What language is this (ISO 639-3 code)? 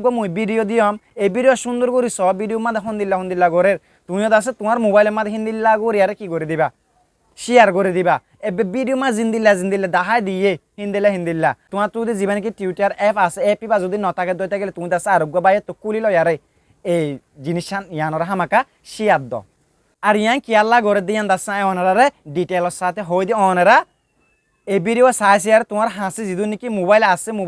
rhg